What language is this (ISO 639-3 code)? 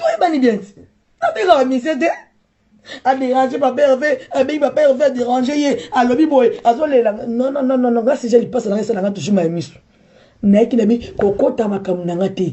lin